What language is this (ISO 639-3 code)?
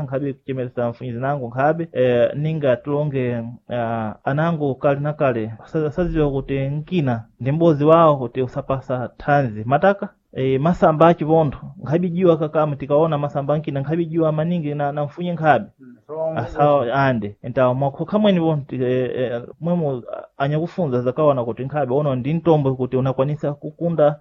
seh